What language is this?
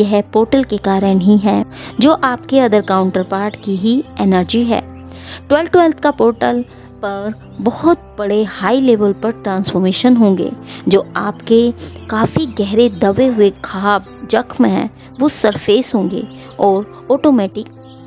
Hindi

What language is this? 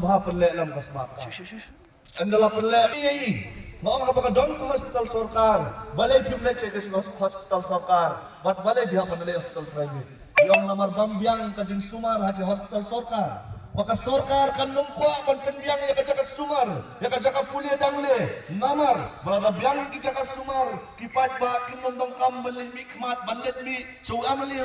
Khasi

